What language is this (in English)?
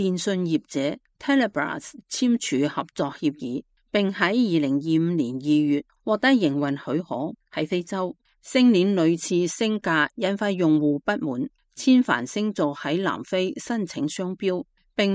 Cantonese